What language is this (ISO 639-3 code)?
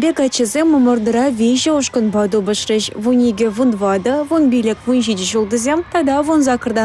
chv